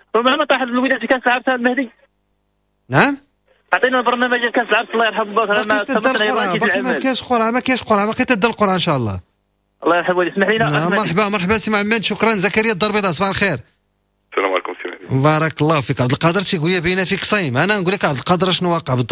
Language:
Moroccan Arabic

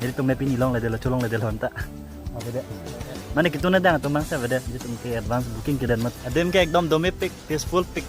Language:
Karbi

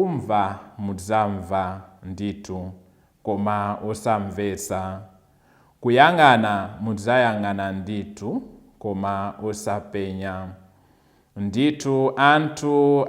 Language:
Nyanja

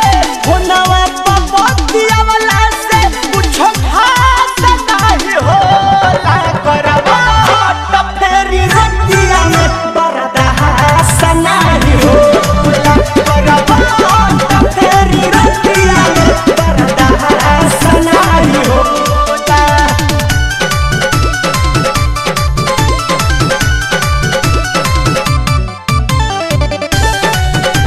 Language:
Bhojpuri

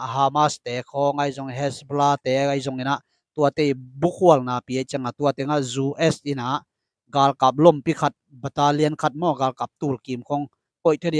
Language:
Tedim Chin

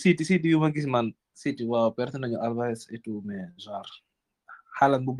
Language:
Wolof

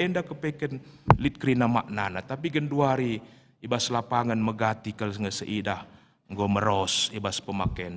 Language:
Batak Karo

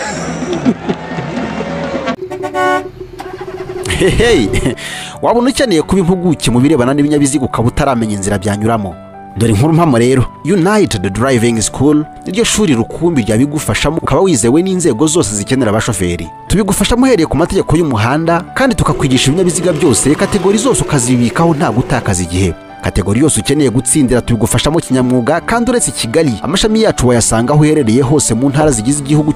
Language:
Kinyarwanda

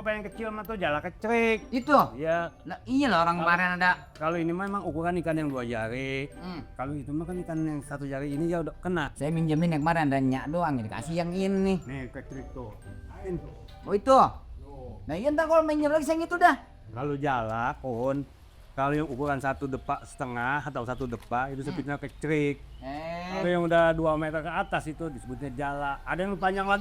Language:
Betawi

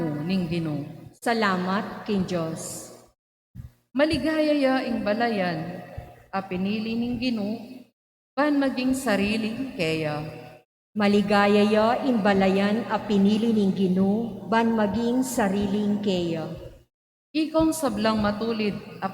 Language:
Pampanga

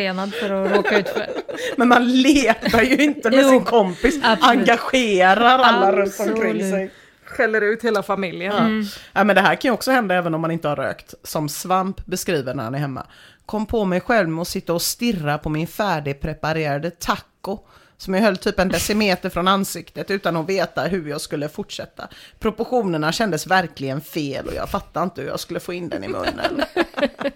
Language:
Swedish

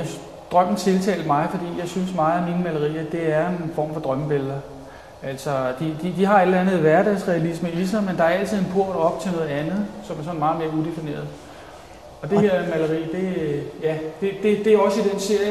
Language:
Danish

